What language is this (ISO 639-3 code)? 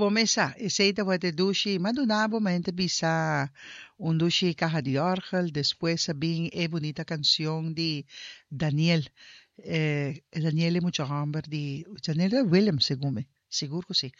pap